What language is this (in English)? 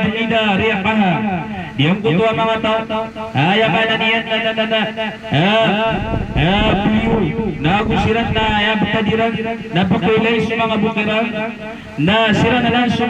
Maranao